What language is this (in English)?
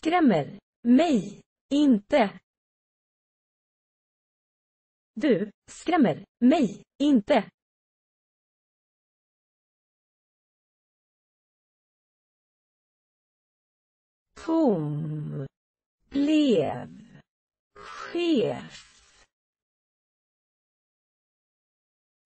Swedish